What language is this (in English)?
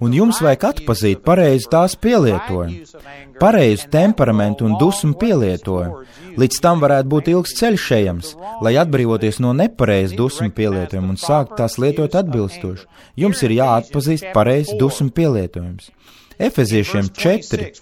Latvian